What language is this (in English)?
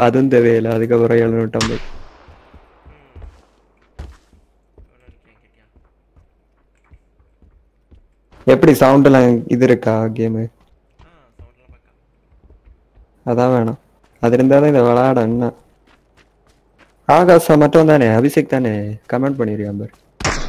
Tamil